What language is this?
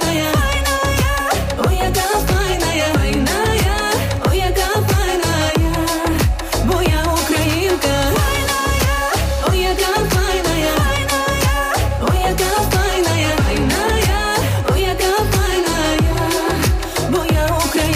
Ukrainian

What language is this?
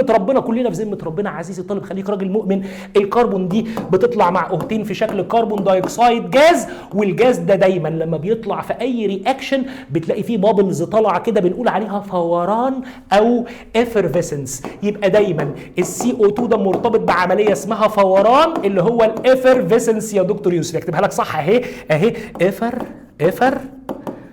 Egyptian Arabic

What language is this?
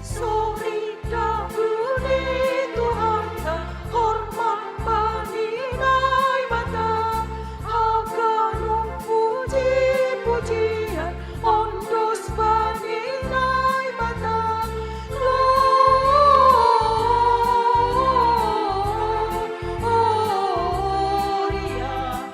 Batak Simalungun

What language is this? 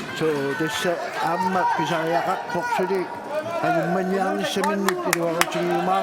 Kalaallisut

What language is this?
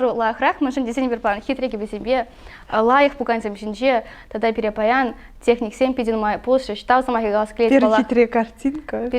Chuvash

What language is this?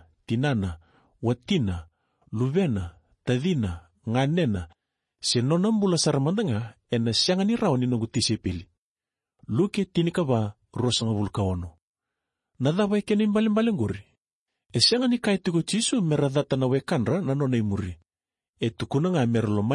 Fijian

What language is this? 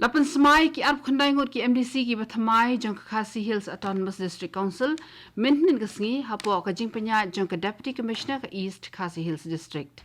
Khasi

